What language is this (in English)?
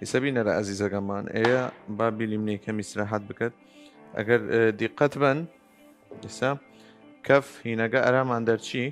Southern Kurdish